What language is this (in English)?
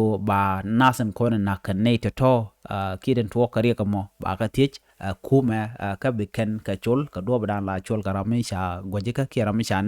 Nuer